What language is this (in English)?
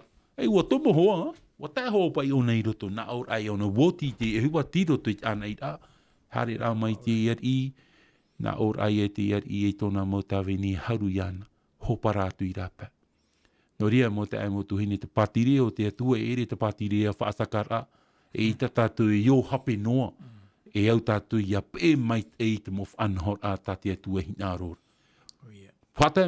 Tahitian